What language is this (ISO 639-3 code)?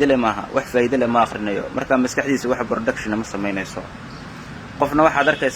som